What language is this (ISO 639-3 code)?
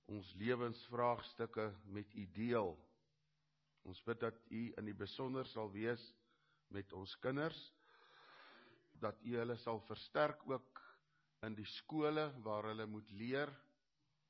afr